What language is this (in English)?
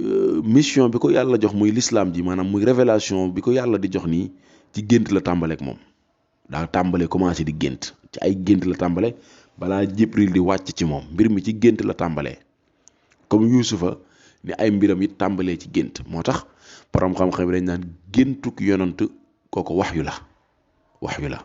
Wolof